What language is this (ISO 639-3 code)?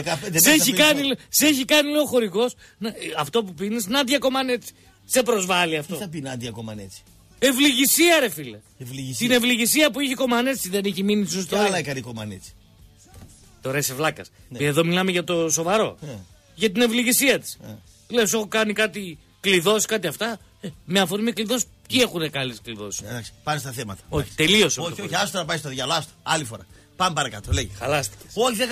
ell